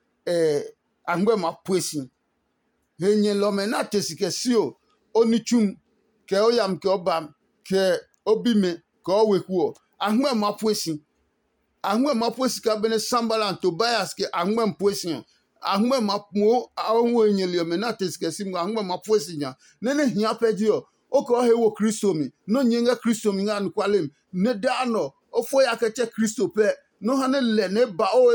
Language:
Adangme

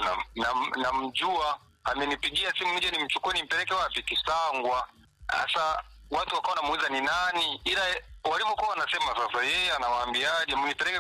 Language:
Swahili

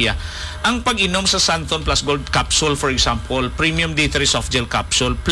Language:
Hiligaynon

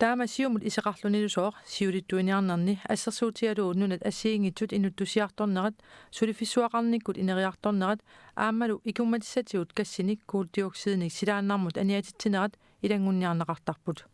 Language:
Kalaallisut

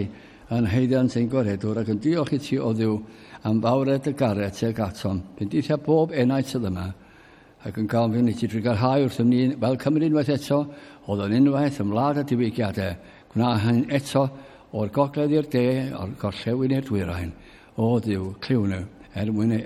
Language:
Welsh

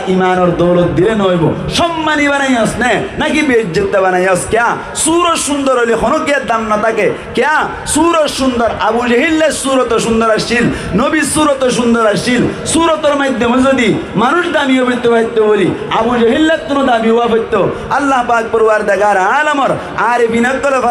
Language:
Rohingya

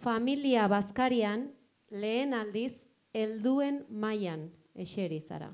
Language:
Basque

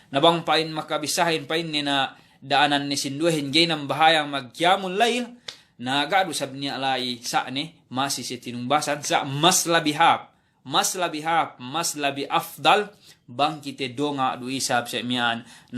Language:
Yakan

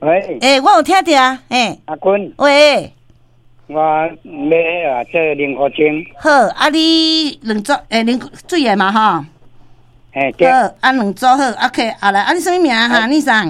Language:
Min Nan Chinese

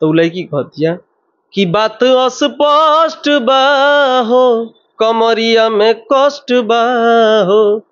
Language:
Bhojpuri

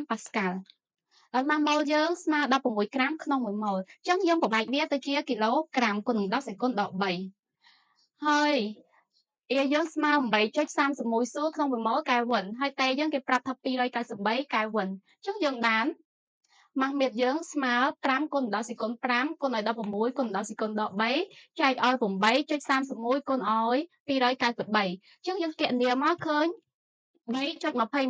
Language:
Khmer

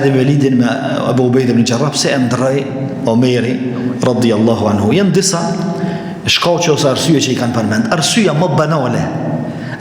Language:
Albanian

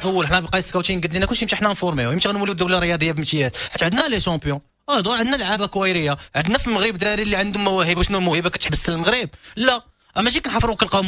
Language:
Moroccan Arabic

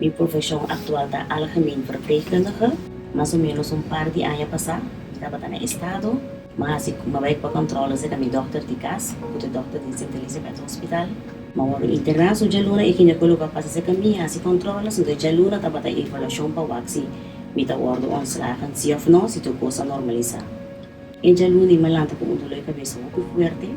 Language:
Papiamento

